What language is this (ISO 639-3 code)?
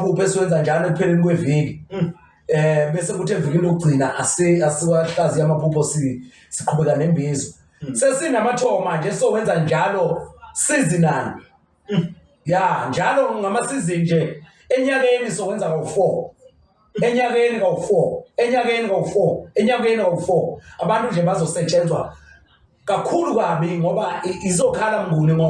zul